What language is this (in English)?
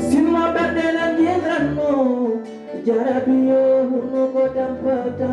Fula